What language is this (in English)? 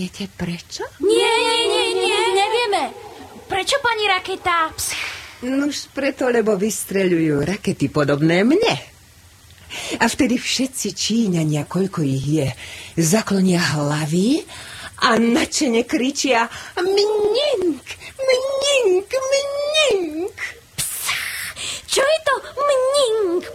Slovak